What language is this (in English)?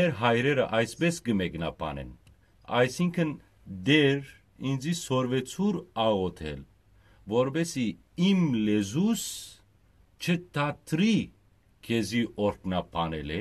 Western Armenian